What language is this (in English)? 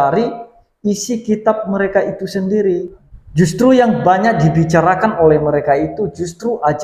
Indonesian